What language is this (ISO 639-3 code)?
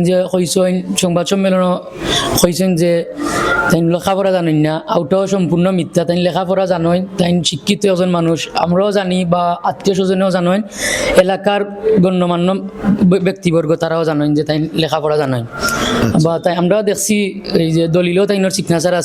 syl